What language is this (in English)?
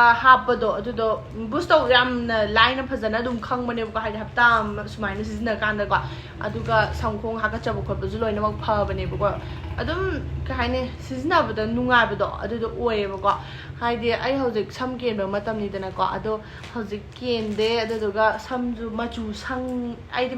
Manipuri